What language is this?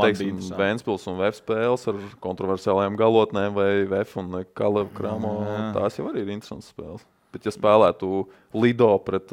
Latvian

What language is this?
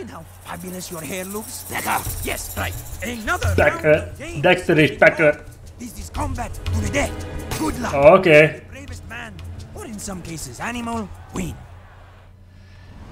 Hungarian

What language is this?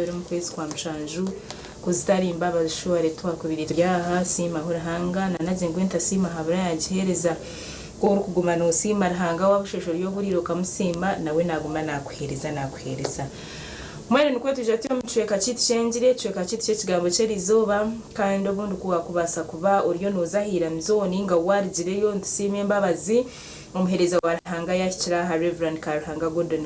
Nyankole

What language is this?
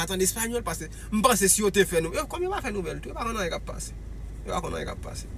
Haitian Creole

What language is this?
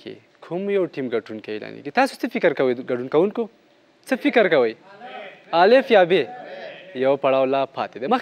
Pashto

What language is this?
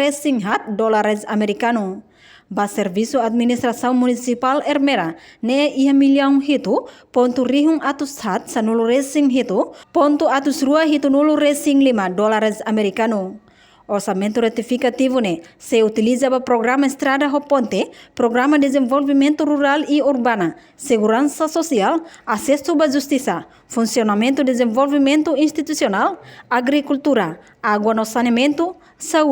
Tetum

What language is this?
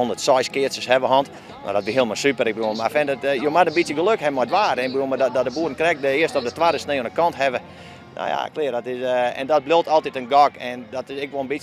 Western Frisian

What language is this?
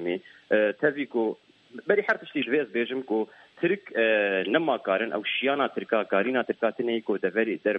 Kurdish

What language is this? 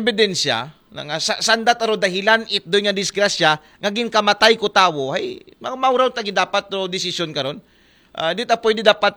Aklanon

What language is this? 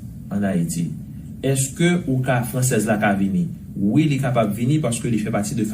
Haitian Creole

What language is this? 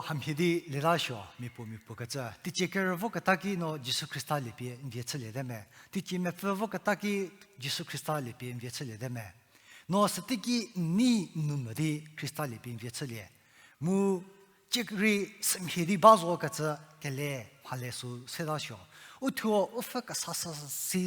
Angami Naga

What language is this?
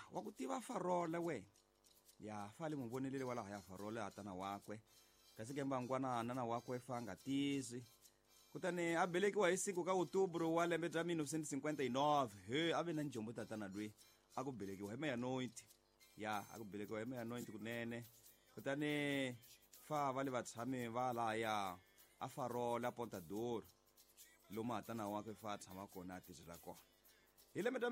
Tsonga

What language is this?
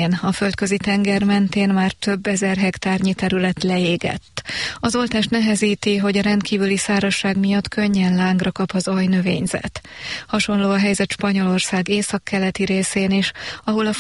Hungarian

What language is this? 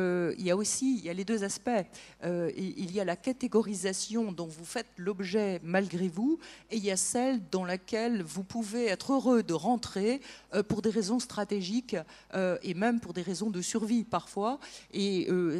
French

